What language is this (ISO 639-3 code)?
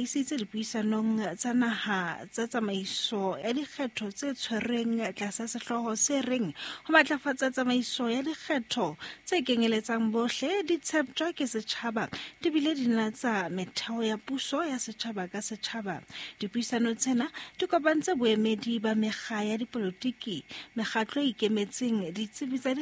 sot